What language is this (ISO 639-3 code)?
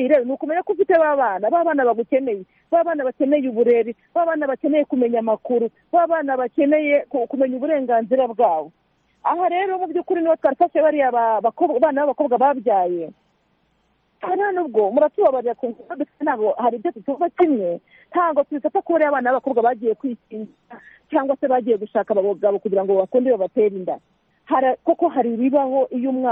kin